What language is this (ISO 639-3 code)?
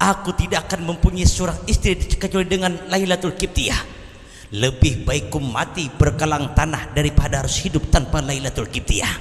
bjn